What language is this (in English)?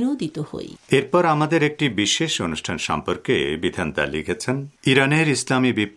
Bangla